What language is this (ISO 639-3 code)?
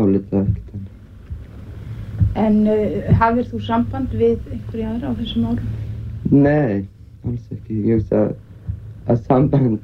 isl